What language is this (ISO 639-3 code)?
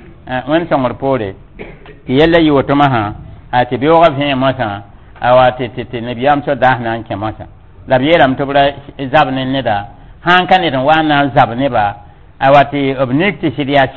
mos